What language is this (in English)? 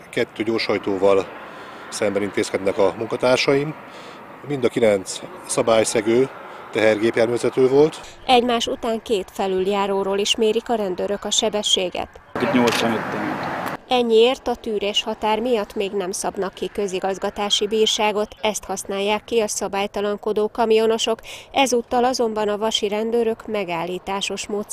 Hungarian